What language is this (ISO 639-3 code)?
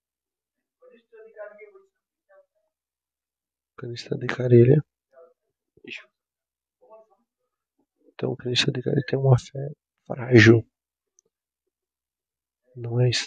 por